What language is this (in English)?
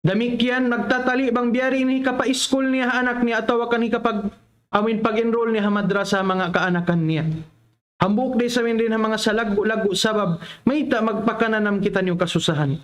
Tausug